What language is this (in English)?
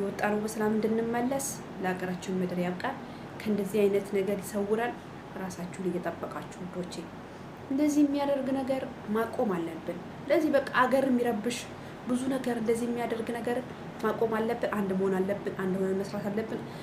Amharic